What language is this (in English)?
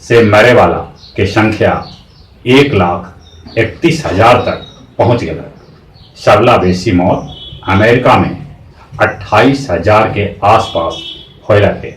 Magahi